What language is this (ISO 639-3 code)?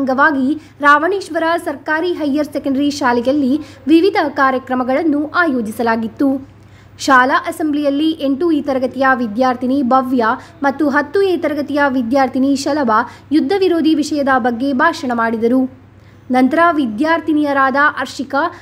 kan